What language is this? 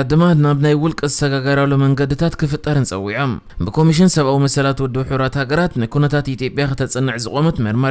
Tigrinya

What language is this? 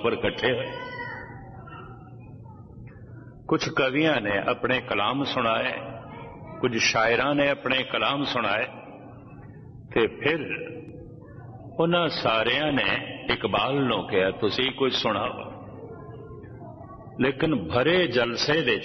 Punjabi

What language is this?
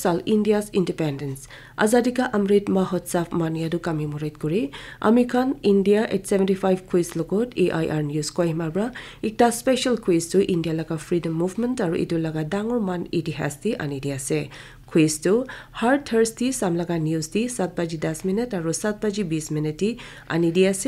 Naga Pidgin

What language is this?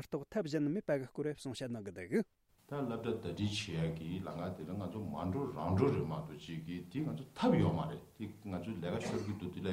Tibetan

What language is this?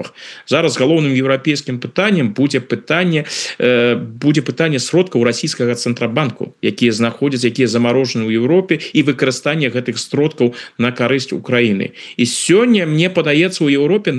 Belarusian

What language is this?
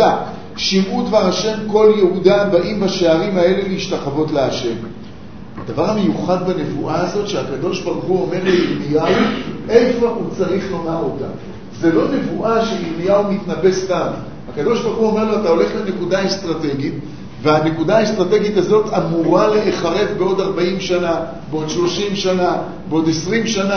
Hebrew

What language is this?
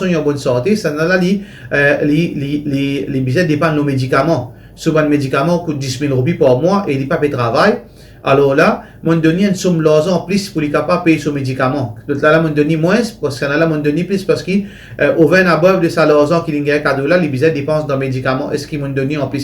Morisyen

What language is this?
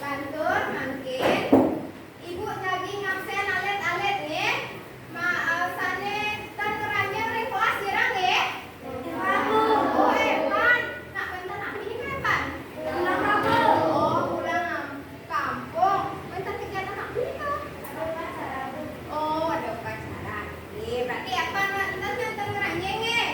Balinese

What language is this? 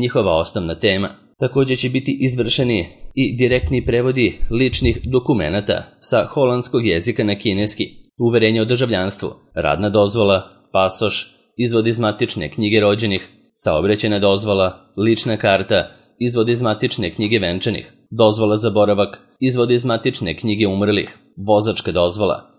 Serbian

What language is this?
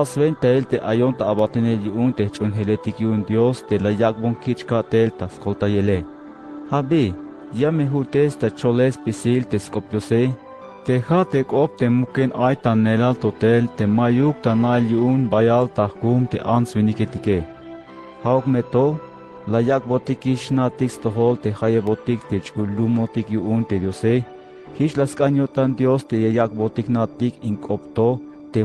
Tzeltal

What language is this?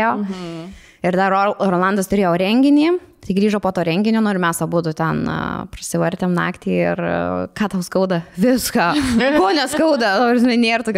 Lithuanian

